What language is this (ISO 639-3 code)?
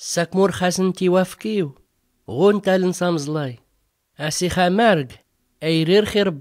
shi